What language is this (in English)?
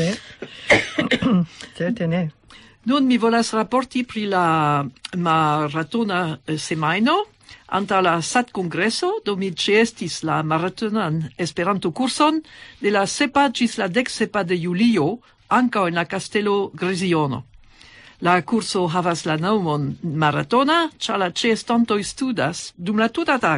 Esperanto